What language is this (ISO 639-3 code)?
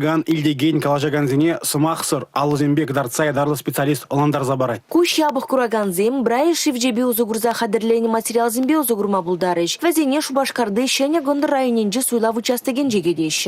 chv